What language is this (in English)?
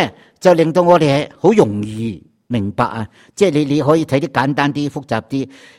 Cantonese